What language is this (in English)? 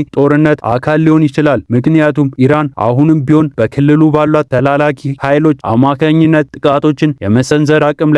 Amharic